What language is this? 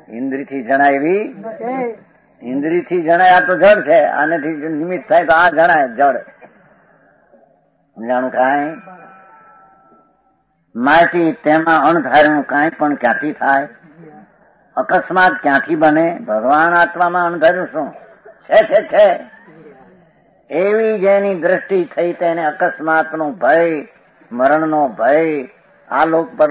Gujarati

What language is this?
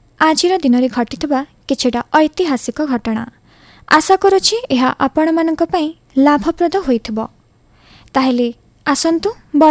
Odia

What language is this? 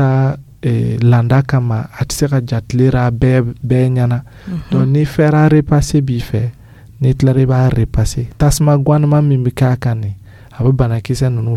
Dyula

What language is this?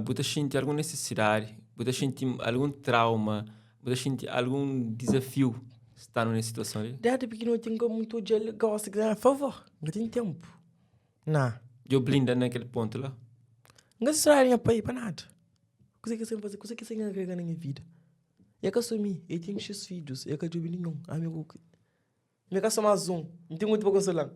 Kabuverdianu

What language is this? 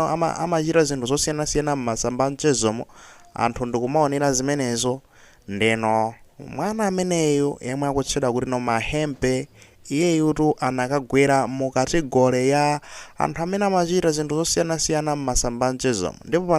Nyanja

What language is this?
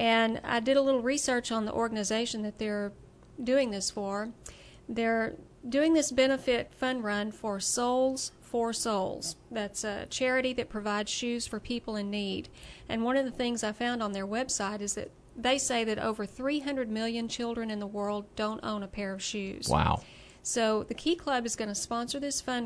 English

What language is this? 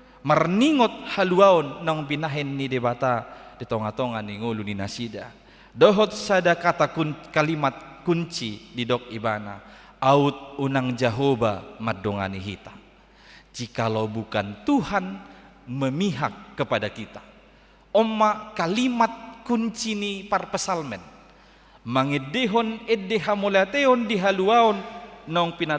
Batak Toba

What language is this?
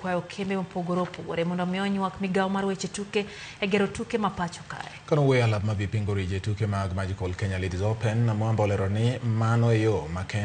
Luo (Kenya and Tanzania)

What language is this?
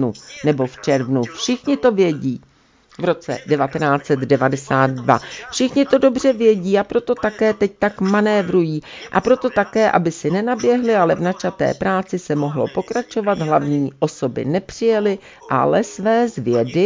Czech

